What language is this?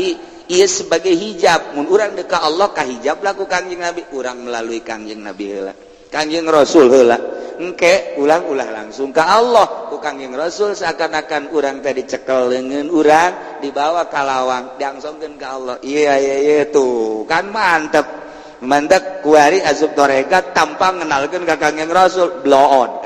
Sundanese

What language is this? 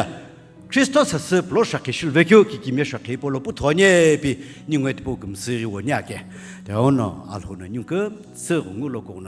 Sumi Naga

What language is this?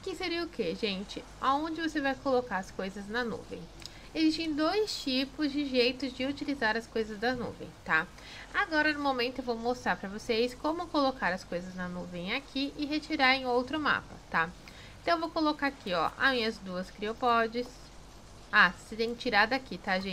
Portuguese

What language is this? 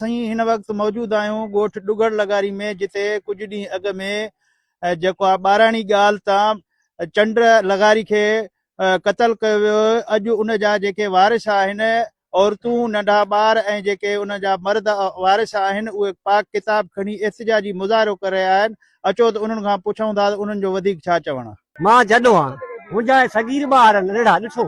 Sindhi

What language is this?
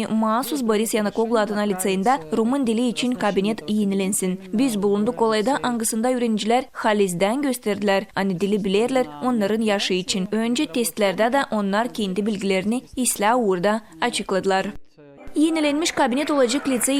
Gagauz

